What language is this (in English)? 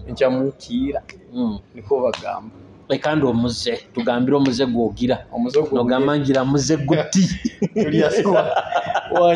Nyoro